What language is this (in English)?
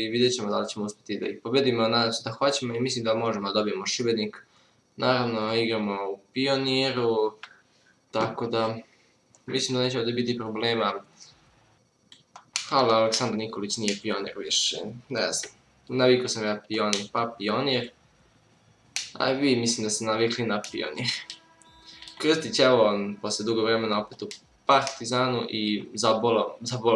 Serbian